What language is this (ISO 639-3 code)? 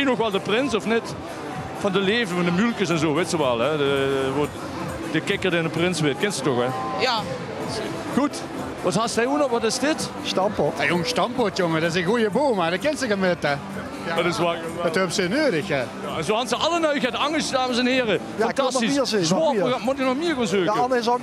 lim